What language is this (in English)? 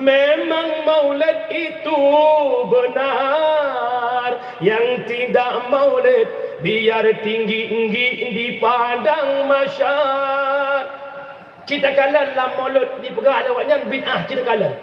Achinese